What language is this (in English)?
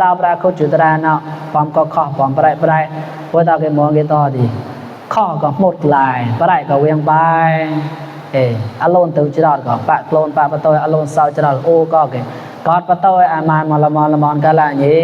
Mon